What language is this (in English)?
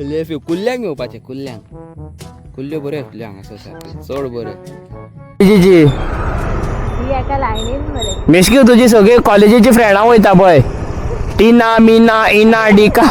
Konkani